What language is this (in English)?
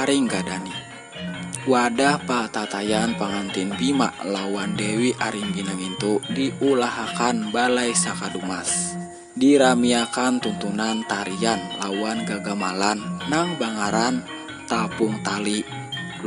Banjar